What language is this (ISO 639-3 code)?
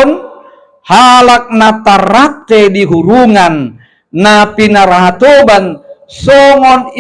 bbc